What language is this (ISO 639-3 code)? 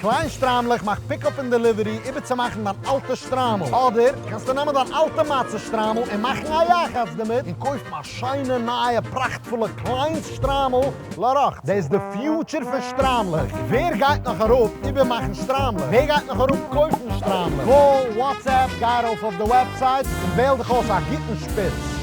yid